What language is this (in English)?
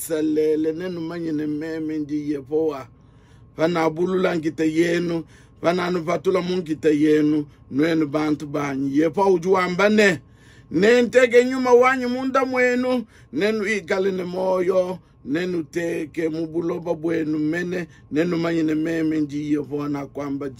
Luba-Lulua